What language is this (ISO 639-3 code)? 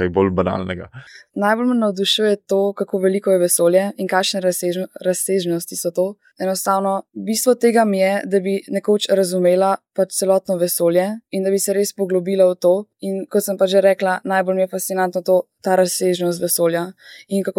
slv